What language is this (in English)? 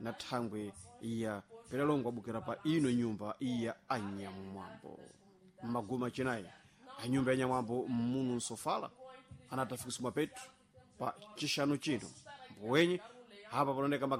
Sena